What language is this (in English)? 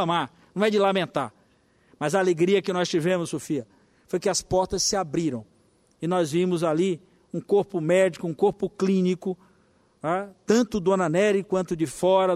Portuguese